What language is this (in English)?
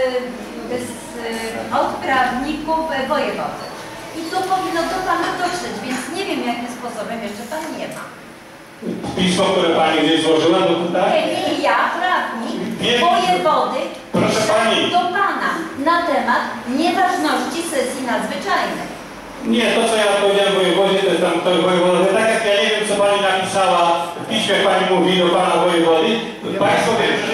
Polish